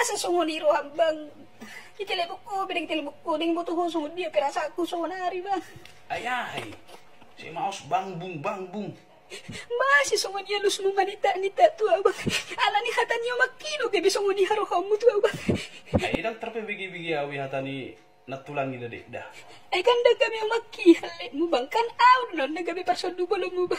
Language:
Batak Toba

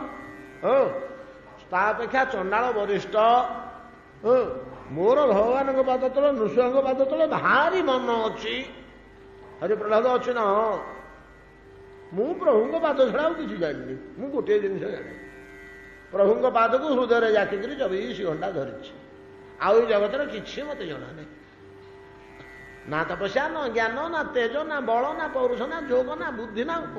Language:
Odia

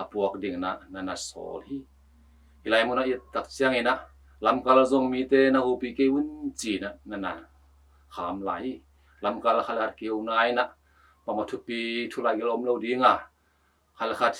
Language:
Tedim Chin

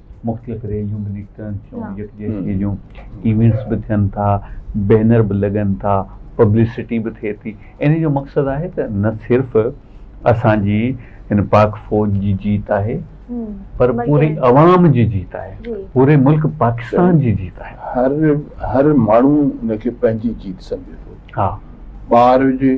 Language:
Sindhi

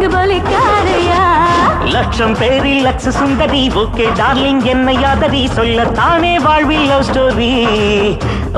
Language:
Tamil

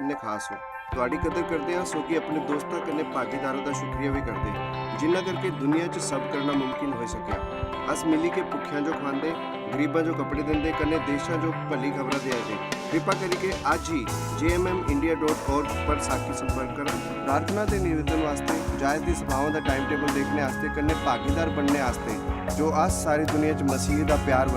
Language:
Dogri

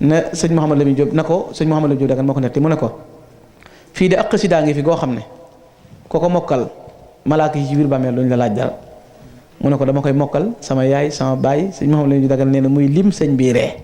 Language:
Wolof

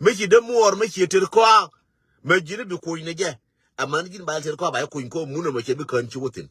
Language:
Nuer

